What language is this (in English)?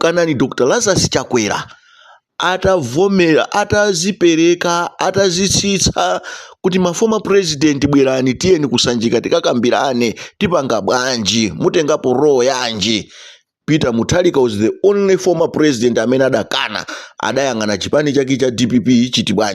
Nyanja